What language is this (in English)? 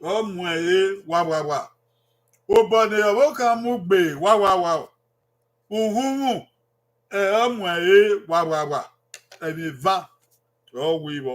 Bini